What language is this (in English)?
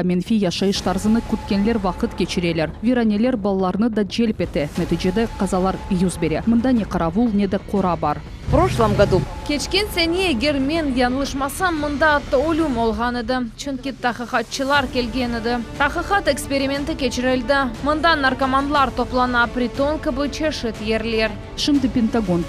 Crimean Tatar